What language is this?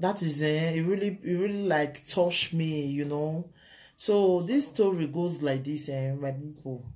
Nigerian Pidgin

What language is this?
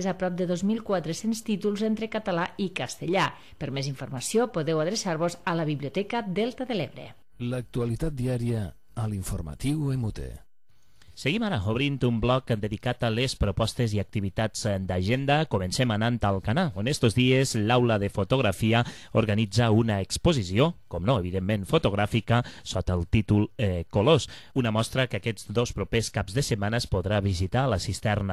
Catalan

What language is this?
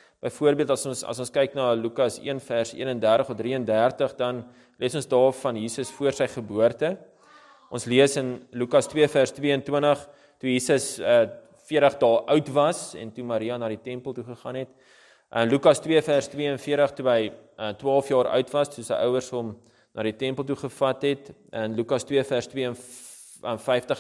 Afrikaans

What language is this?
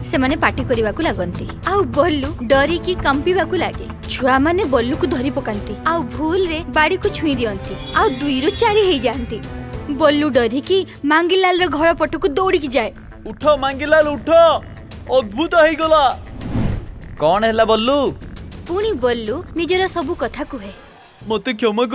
Odia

